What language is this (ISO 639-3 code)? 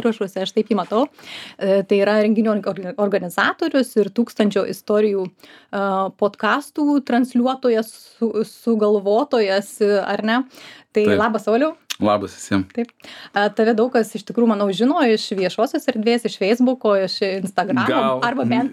lit